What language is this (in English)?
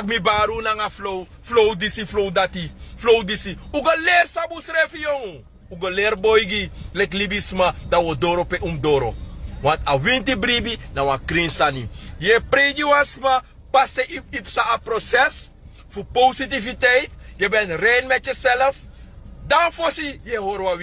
Sranan Tongo